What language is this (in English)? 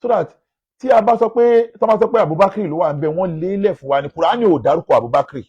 Yoruba